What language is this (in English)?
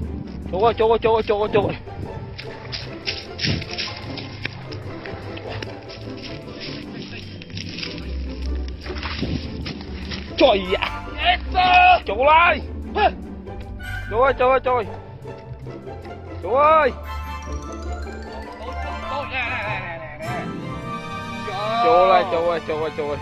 Vietnamese